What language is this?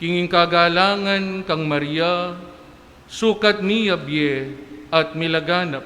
Pampanga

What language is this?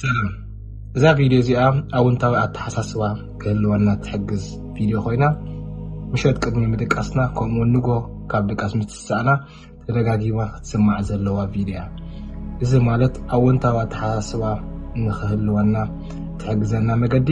Tigrinya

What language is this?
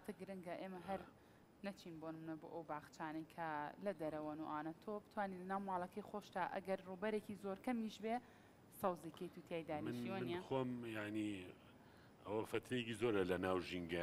Central Kurdish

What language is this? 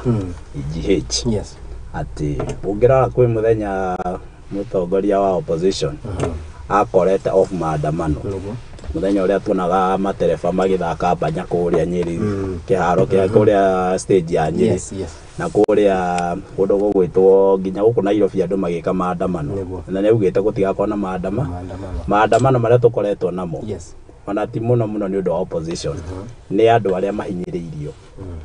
Kikuyu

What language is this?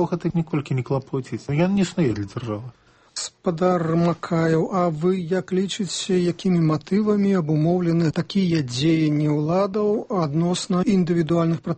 Belarusian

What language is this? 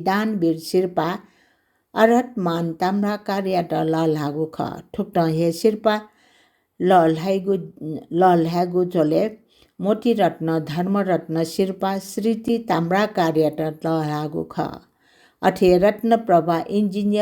Newari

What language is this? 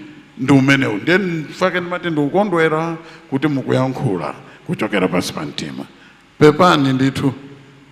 Nyanja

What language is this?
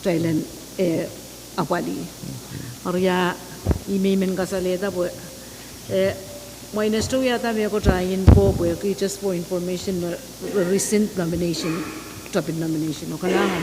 Pohnpeian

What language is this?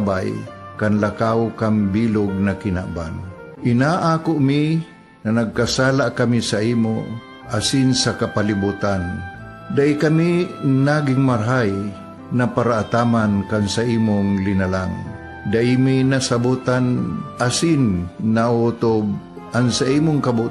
Bikol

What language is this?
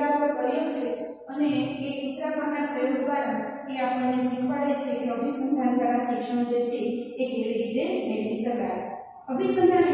Gujarati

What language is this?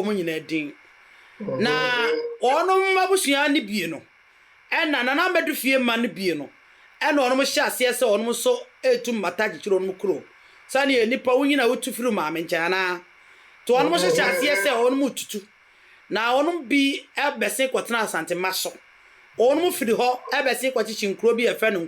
Akan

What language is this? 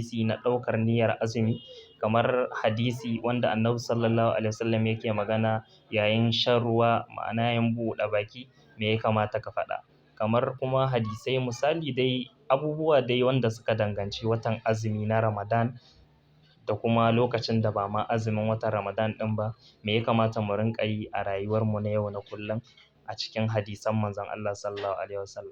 Hausa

